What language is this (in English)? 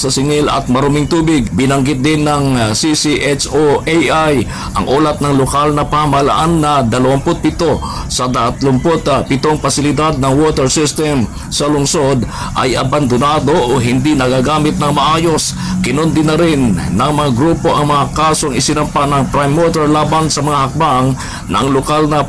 Filipino